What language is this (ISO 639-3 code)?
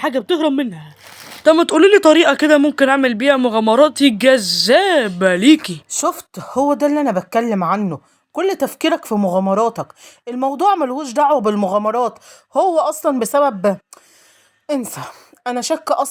arz